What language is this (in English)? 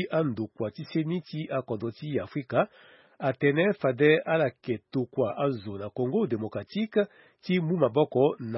Sango